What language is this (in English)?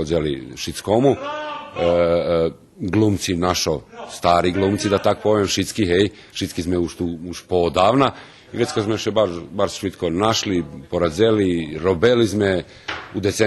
Rusyn